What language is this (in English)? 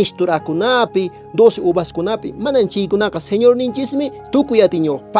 Quechua